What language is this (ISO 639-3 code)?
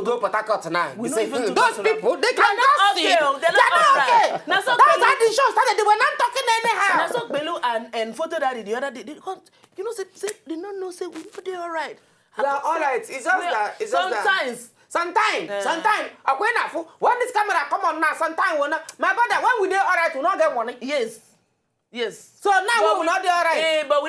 pcm